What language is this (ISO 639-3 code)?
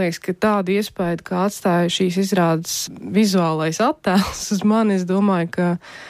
lav